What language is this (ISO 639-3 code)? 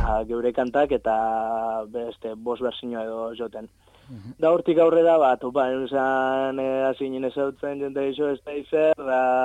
eus